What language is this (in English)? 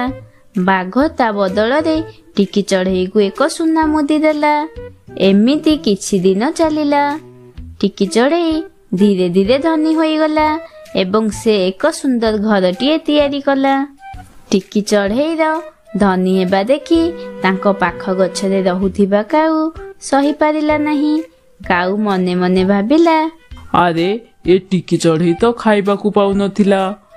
Odia